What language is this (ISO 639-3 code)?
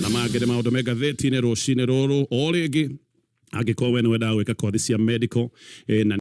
kik